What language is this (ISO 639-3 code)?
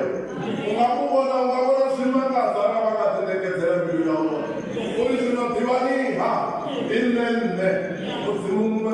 ven